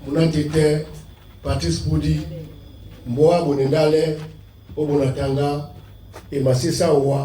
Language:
Duala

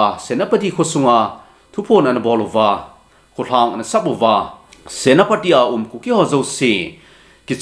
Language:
Thado Chin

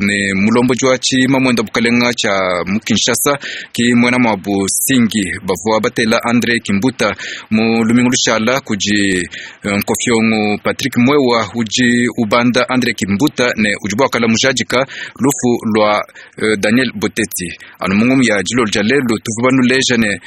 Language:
Luba-Lulua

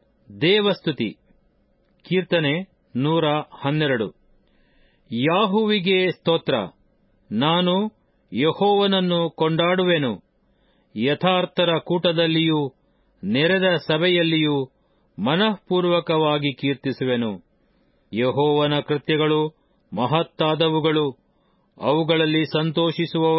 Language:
Kannada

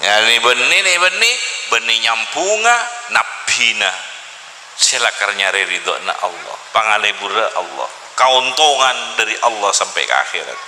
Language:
Madurese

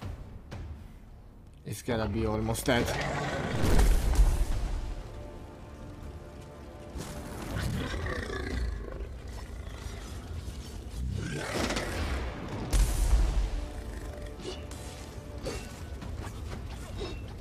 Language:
English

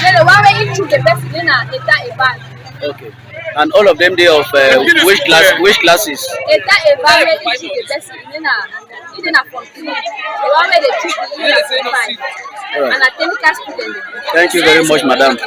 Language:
Cameroon Pidgin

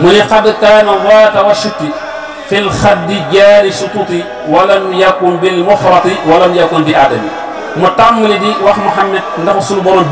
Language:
Wolof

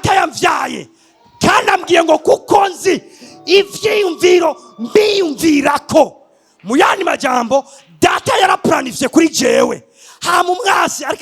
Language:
Rundi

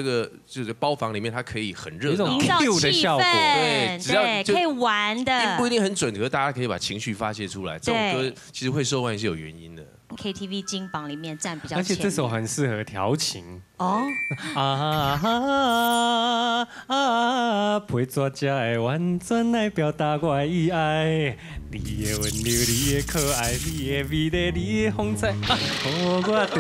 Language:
Chinese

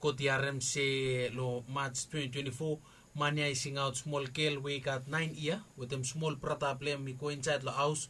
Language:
Bislama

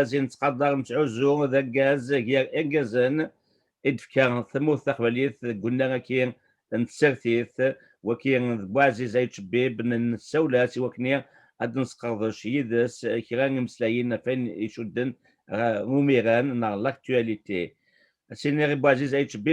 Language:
Kabyle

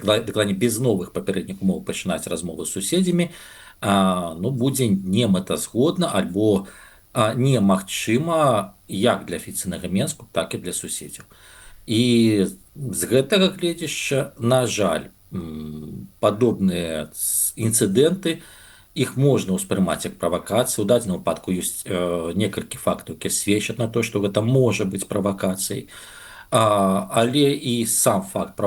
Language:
Belarusian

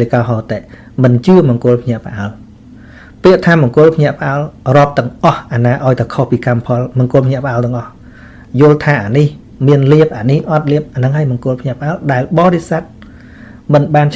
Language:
Khmer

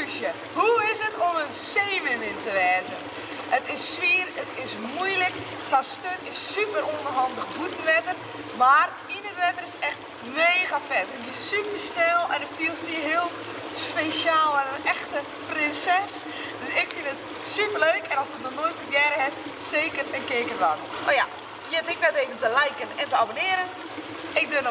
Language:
Western Frisian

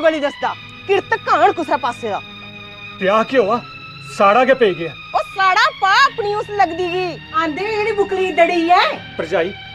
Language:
Dogri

